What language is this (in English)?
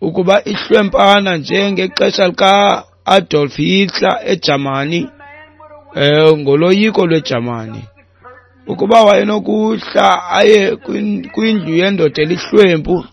Xhosa